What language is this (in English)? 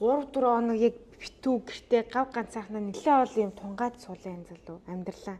Mongolian